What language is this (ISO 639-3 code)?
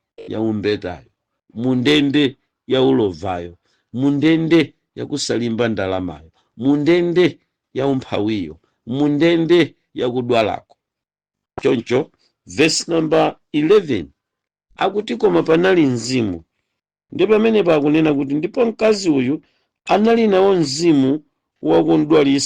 nya